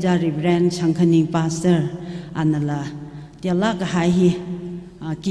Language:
Tangkhul Naga (India)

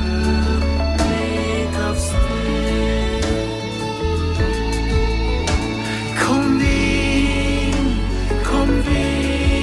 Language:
Norwegian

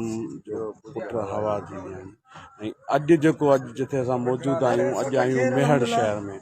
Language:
Sindhi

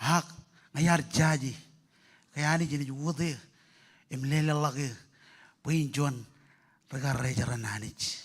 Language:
Marshallese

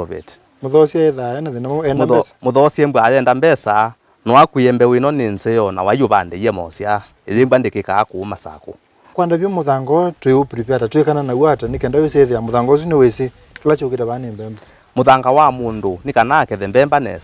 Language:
Kamba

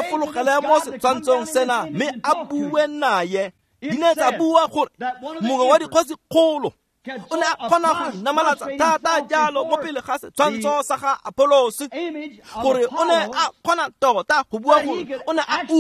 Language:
Tswana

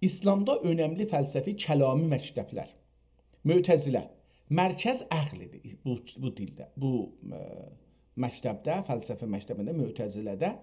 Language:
South Azerbaijani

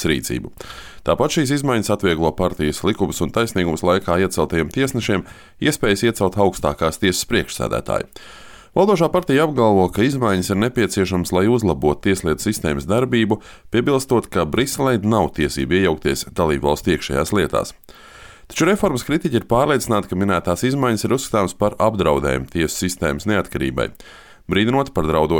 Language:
Latvian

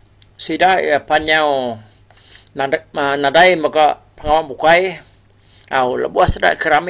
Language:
Iban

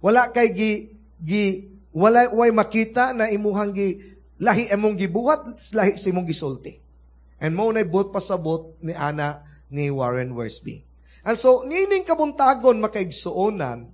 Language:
Cebuano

